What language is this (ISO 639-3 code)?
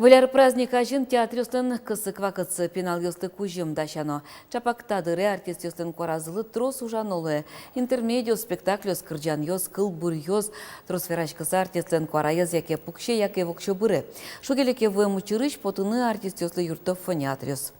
udm